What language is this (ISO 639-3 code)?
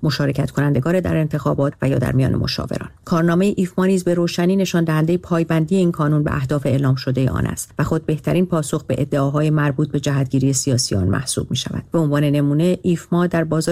fas